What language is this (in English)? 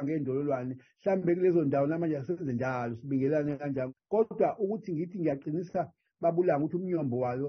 Zulu